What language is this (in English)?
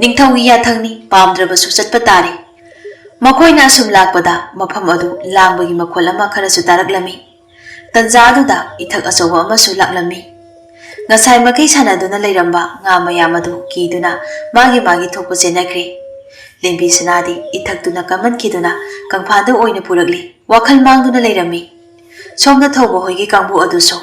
Manipuri